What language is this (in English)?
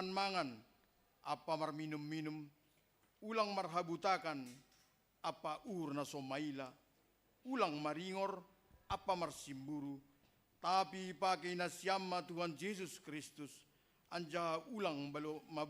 Batak Simalungun